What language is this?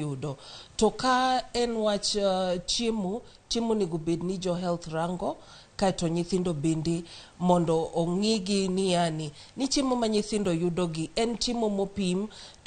Luo (Kenya and Tanzania)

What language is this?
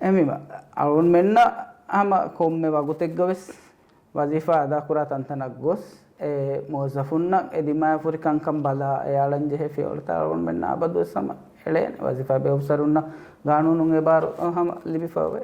Divehi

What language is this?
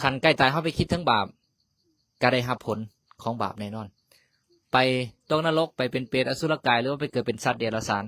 Northeastern Thai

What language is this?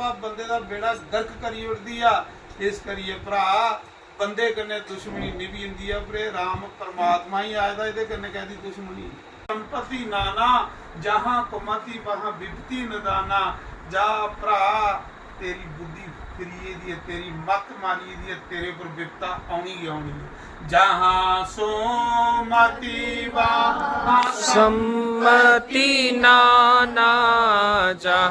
Dogri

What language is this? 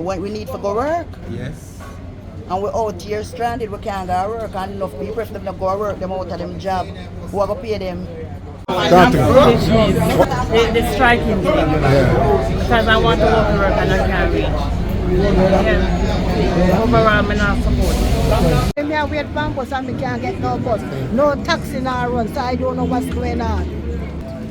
Jamaican Creole English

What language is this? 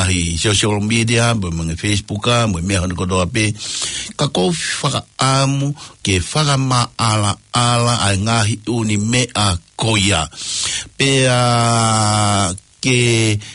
Tongan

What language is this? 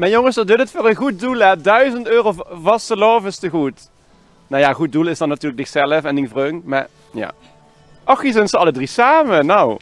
Limburgish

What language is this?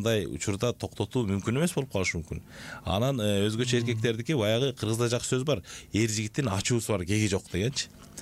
Kyrgyz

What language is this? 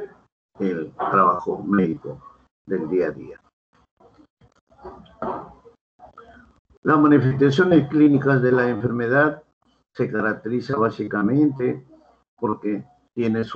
Spanish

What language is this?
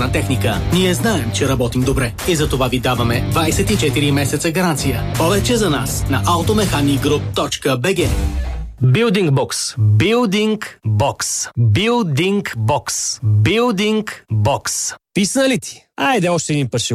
Bulgarian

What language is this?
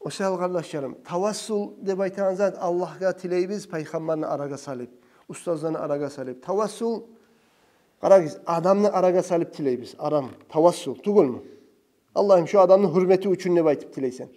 Kumyk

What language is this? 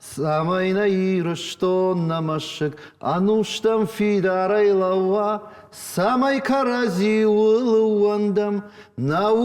Ossetic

